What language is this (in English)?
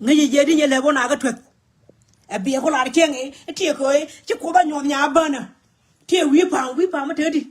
Nuer